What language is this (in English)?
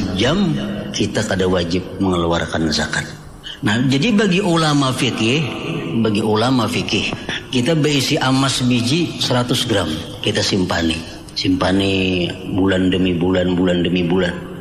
Banjar